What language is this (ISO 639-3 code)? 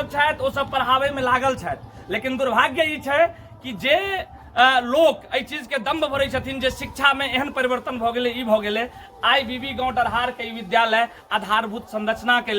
mai